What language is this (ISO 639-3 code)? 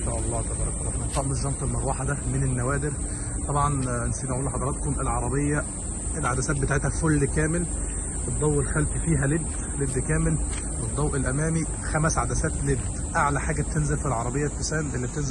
arz